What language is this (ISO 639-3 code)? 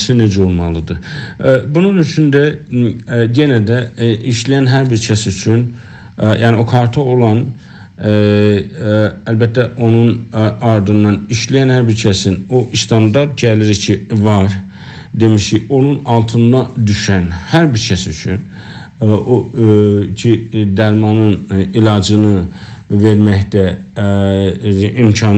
azb